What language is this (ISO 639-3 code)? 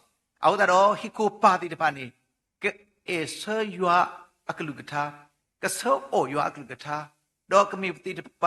ksw